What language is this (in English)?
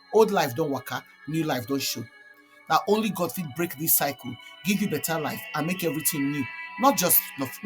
Nigerian Pidgin